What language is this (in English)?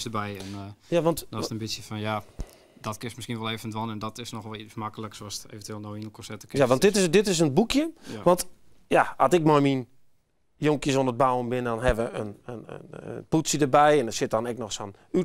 Western Frisian